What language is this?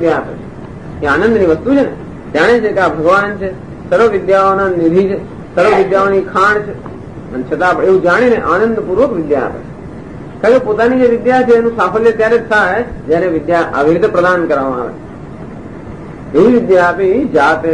Gujarati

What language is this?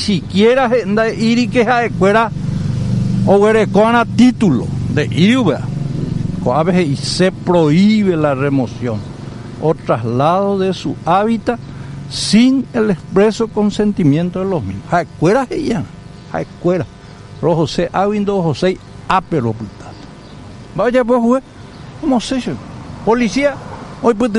Guarani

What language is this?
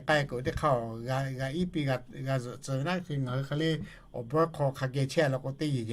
Lahu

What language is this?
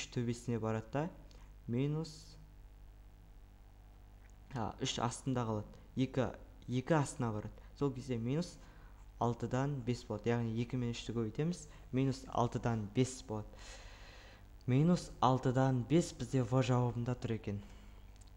Kazakh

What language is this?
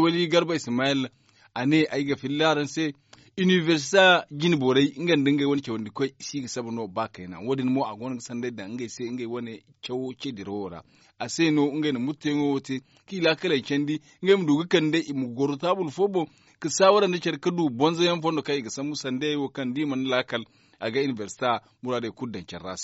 Zarma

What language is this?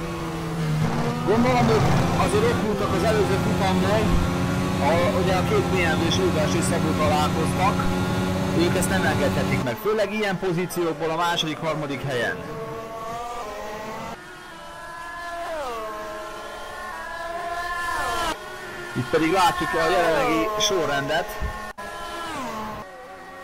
Hungarian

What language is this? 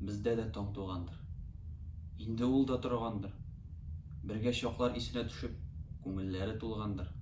Tatar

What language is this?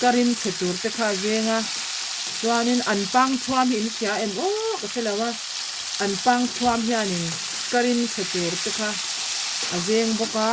Mizo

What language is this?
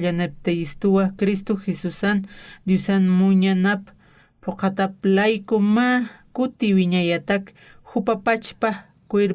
Aymara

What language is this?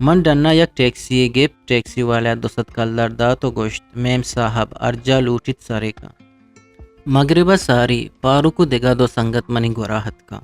Eastern Balochi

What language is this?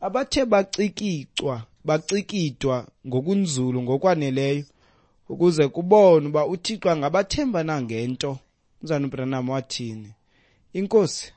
Xhosa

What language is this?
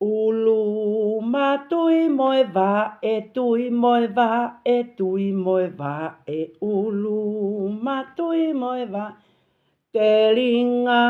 Tongan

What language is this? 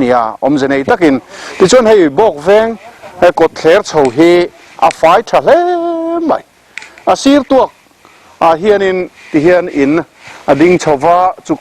Mizo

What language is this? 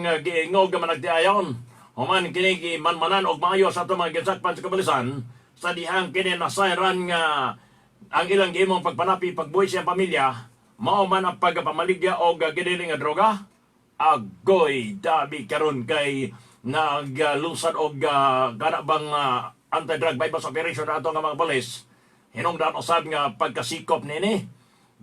Cebuano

